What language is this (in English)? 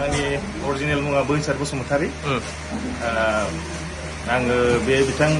Bodo